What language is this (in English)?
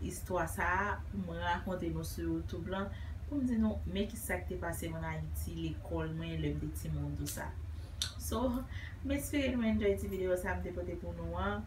Haitian Creole